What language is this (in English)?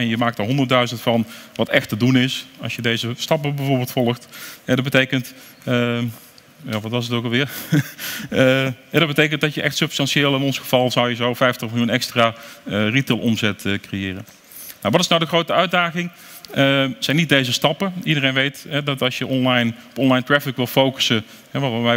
Dutch